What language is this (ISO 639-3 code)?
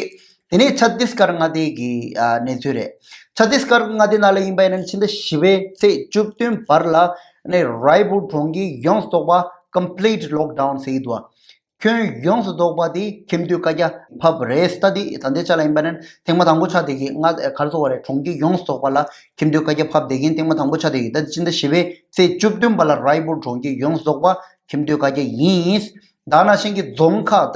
bod